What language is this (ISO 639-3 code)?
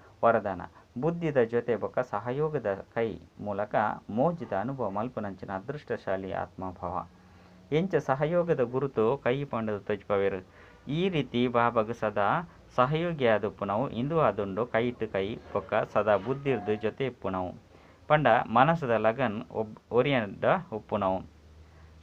tcy